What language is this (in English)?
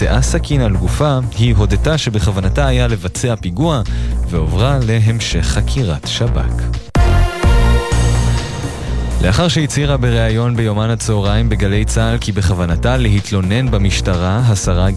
Hebrew